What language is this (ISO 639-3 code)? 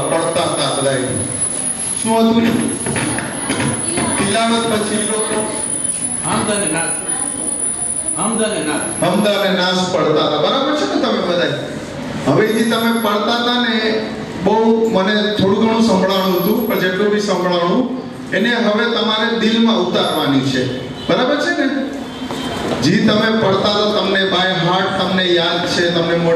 guj